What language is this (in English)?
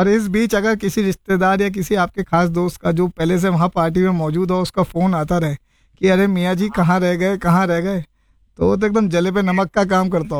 Hindi